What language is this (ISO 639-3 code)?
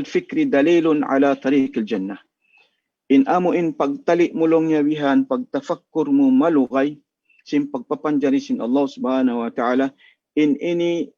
tsg